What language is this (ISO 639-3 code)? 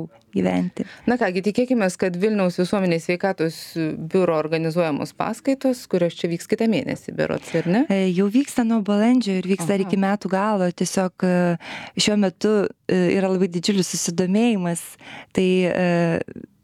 lit